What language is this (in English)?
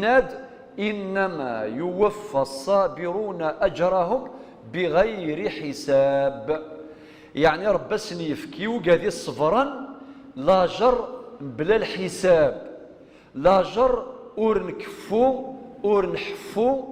Kabyle